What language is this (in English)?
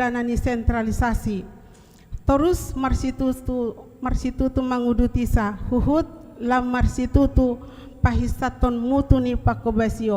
Batak Toba